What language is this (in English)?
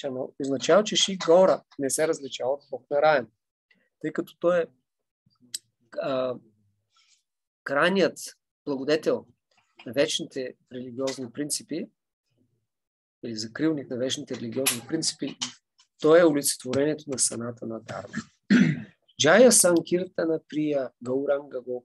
Bulgarian